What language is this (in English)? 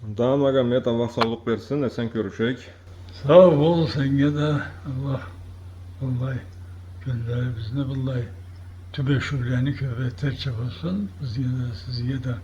Karachay-Balkar